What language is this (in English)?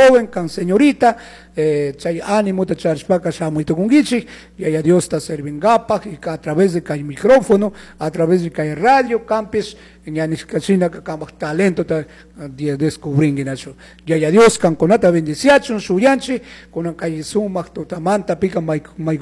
Chimborazo Highland Quichua